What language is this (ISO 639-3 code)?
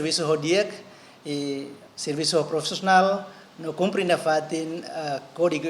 tet